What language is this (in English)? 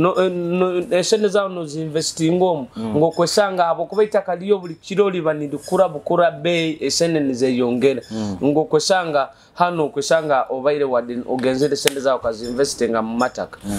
Nyoro